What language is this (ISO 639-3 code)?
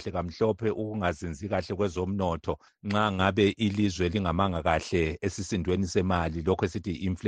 nde